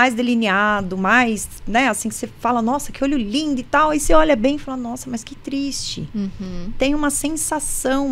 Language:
Portuguese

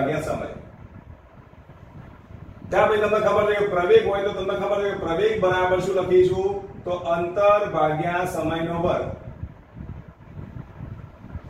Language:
Gujarati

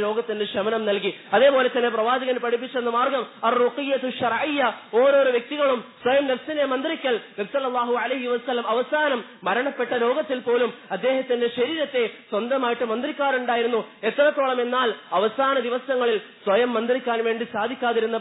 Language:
Malayalam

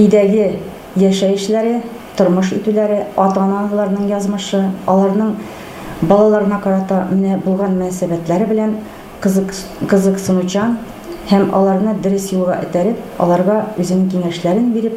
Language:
Tatar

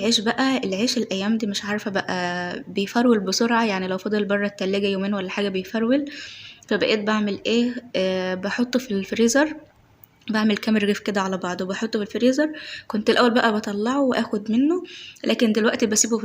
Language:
Egyptian Arabic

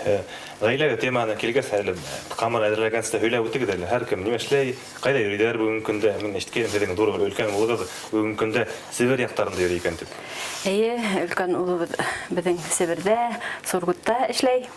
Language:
Bashkir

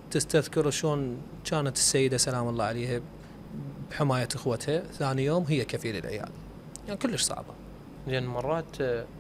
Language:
Mesopotamian Arabic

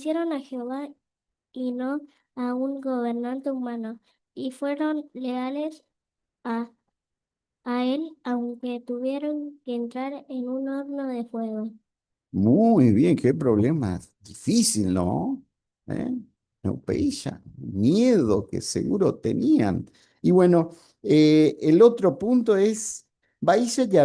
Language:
Guarani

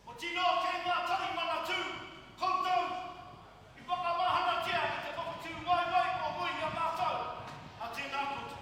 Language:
Māori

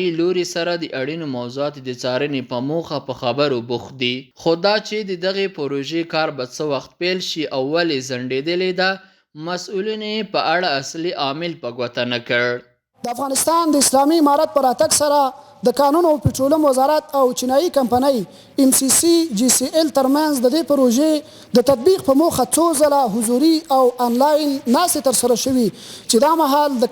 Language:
Pashto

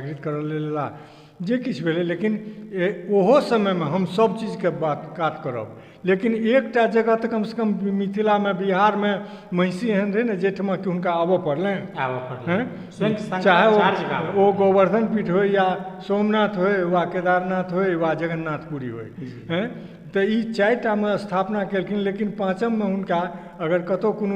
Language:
Maithili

